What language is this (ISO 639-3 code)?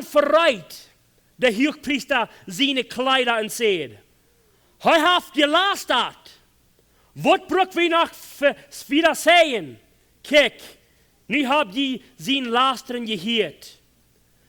pdt